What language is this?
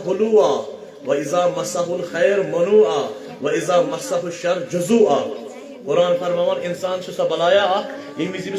Kashmiri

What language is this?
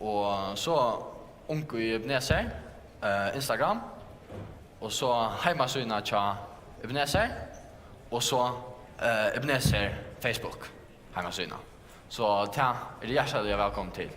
Faroese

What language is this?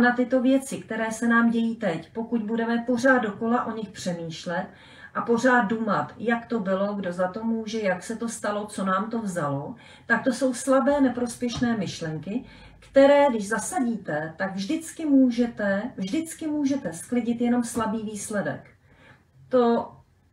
Czech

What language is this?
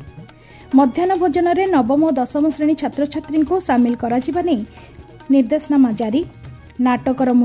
Odia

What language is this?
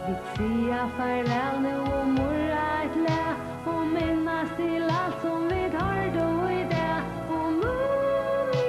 Faroese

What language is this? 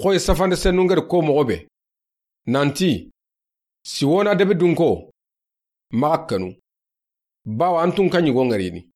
Soninke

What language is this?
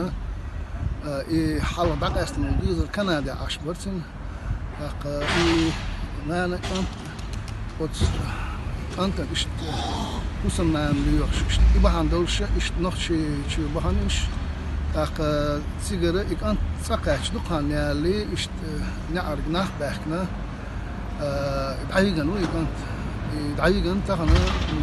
Chechen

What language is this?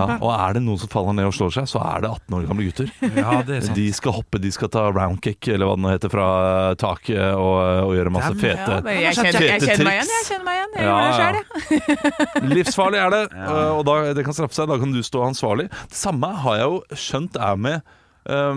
Norwegian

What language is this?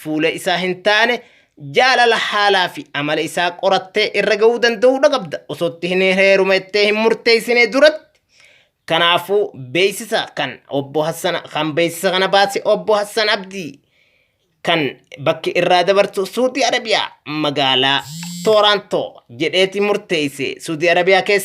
Oromo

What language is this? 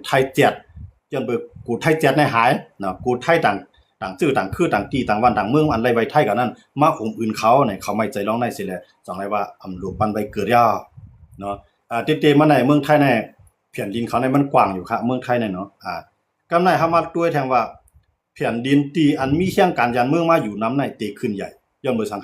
Shan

